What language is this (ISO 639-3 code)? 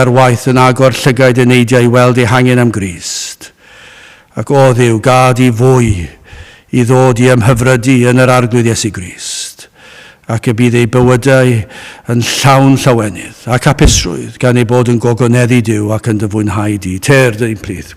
cym